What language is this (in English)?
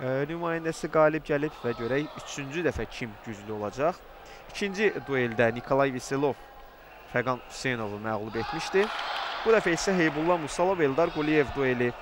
Azerbaijani